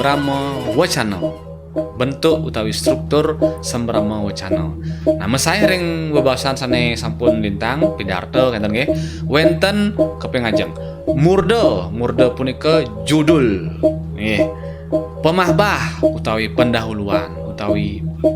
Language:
Balinese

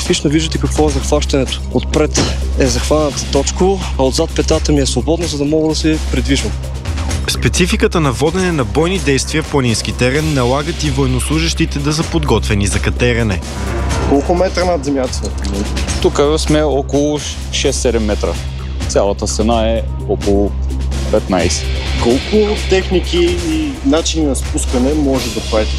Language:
Bulgarian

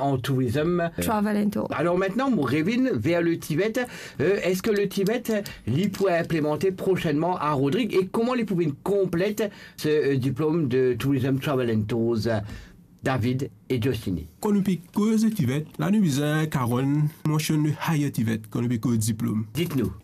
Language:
Morisyen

